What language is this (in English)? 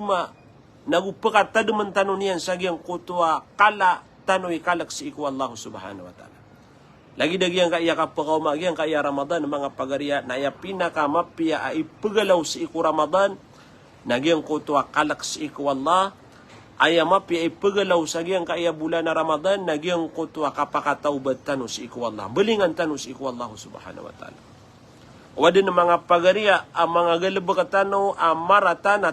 Maranao